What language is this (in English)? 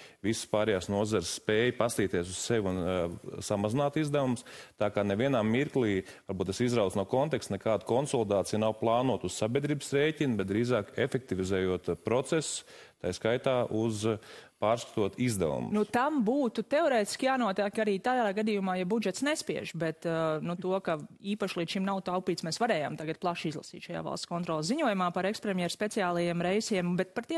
Latvian